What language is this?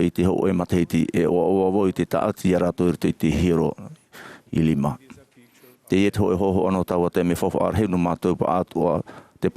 Tahitian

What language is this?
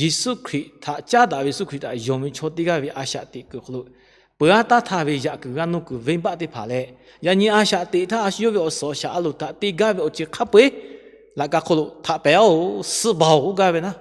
Lahu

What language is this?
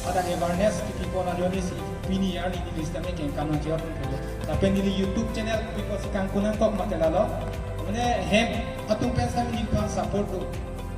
Karbi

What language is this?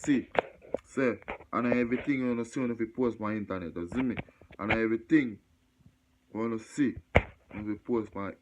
Jamaican Creole English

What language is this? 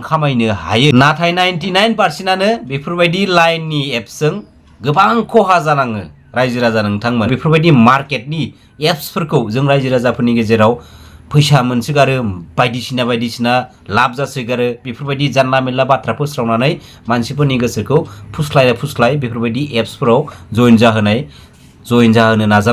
Bodo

